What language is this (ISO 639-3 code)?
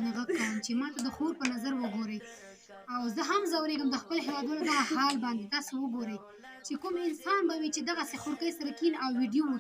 pus